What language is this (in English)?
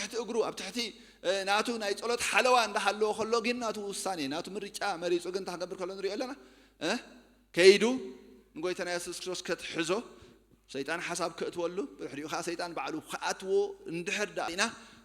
Tigrinya